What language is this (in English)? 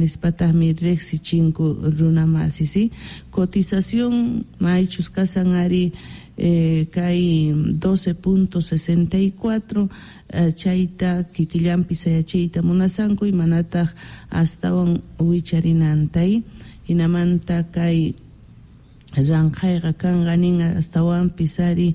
South Bolivian Quechua